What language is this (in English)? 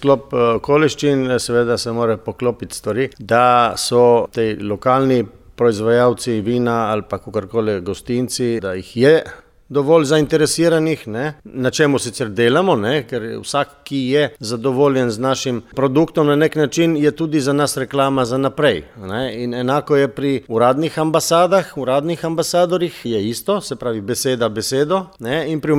Slovenian